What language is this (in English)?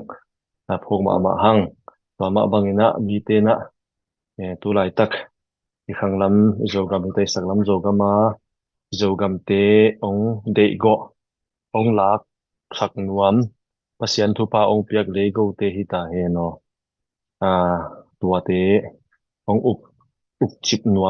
Tedim Chin